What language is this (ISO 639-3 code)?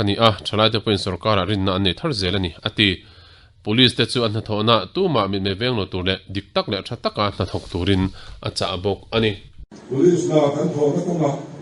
lus